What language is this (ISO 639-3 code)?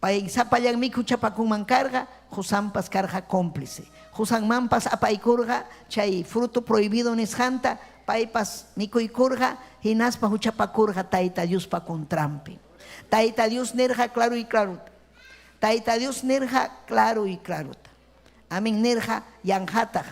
quy